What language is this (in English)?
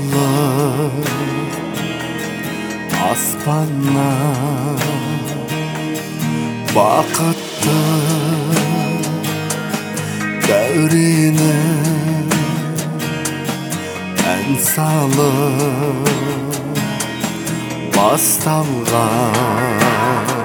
Kazakh